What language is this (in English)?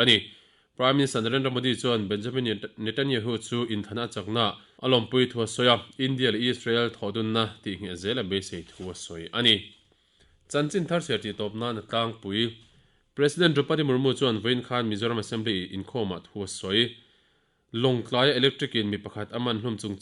Mizo